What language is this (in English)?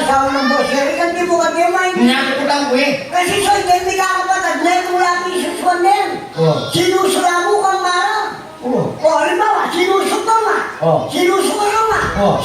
Pampanga